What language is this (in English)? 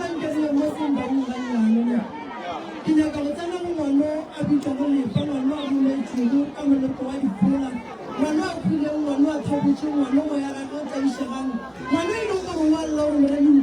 Northern Sotho